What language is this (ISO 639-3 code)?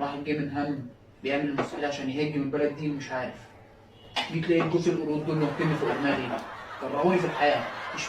arz